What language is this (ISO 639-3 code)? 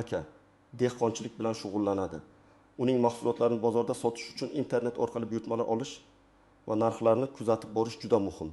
uzb